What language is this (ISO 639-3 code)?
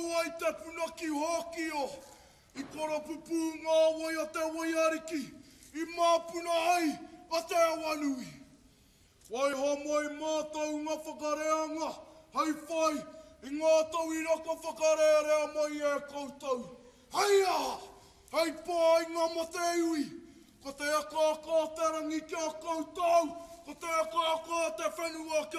mri